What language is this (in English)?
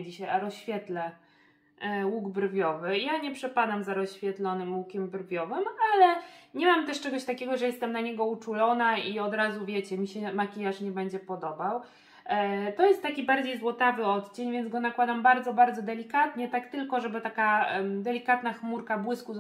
Polish